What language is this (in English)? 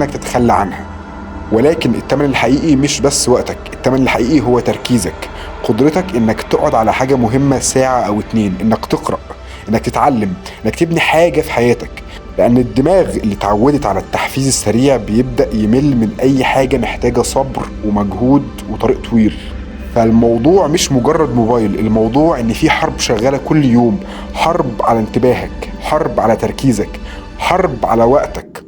Egyptian Arabic